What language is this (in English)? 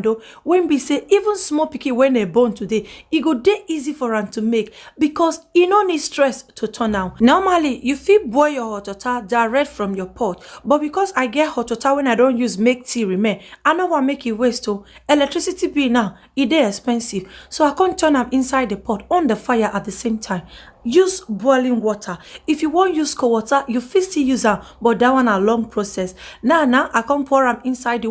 Nigerian Pidgin